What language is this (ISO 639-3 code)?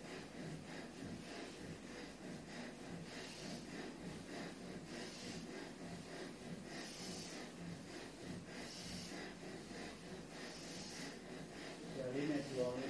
mya